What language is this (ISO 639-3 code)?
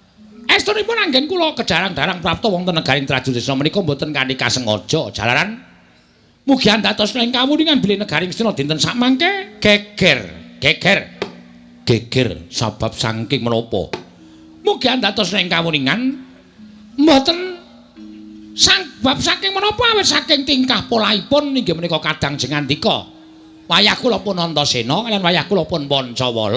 jav